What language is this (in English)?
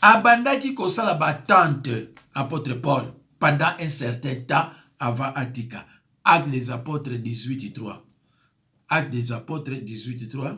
Lingala